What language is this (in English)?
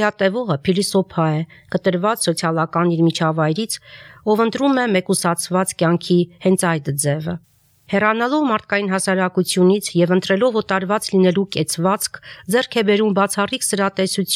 Armenian